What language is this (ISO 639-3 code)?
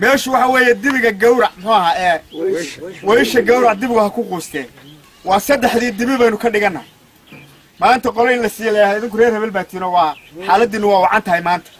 som